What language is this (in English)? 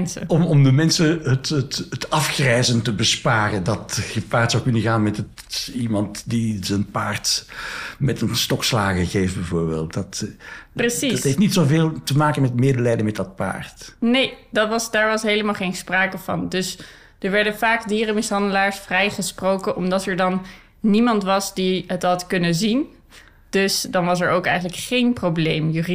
Dutch